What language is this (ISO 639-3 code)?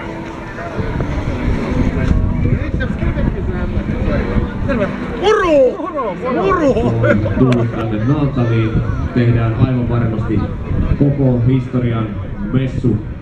fin